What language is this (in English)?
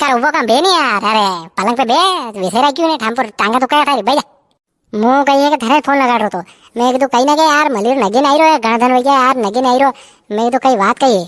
Rajasthani